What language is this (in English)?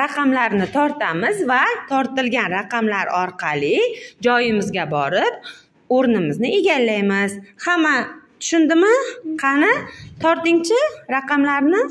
Uzbek